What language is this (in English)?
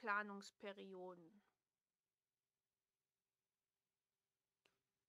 German